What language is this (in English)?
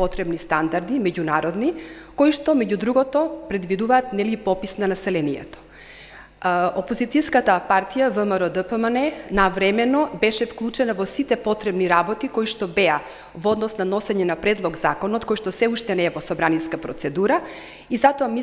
Macedonian